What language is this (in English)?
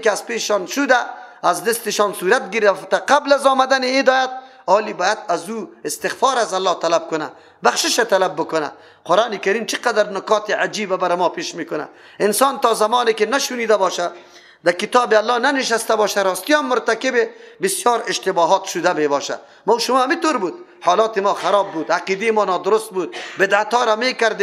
Persian